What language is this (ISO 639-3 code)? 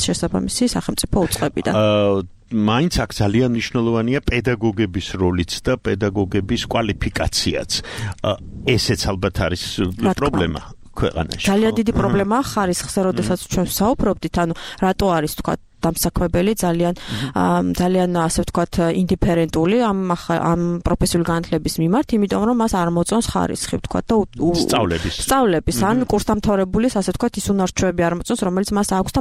kat